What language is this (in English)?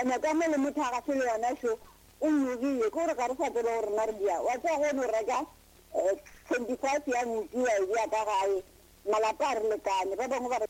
Northern Sotho